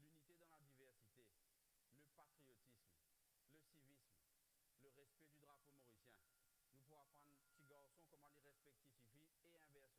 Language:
Morisyen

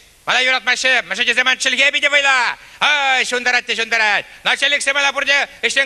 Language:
Chuvash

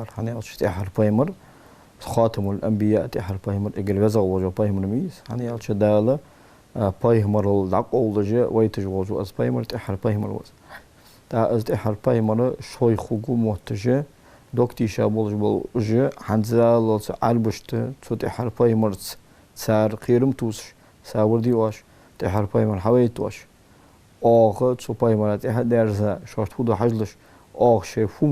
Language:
Ingush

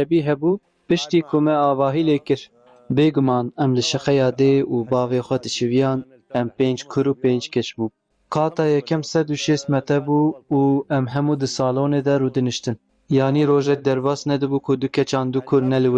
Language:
Kurdish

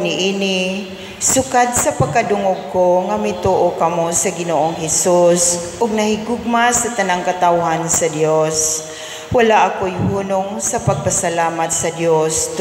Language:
Cebuano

